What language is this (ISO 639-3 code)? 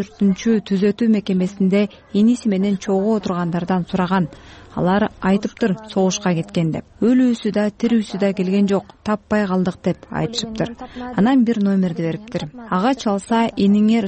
kir